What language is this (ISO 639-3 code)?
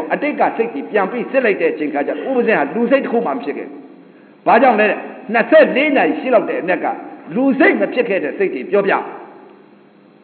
mya